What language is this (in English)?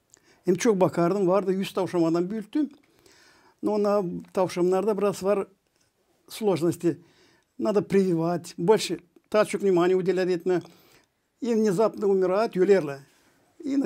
Gagauz